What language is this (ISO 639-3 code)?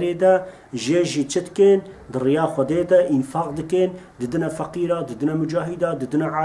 kur